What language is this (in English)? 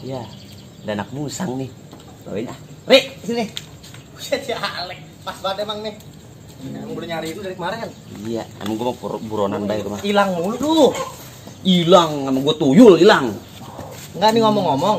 Betawi